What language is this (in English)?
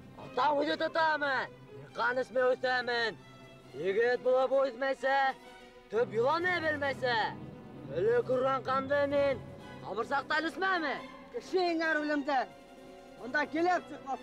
Bashkir